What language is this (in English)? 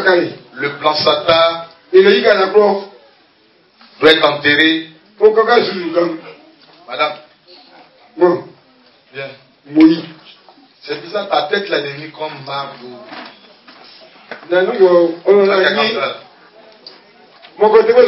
French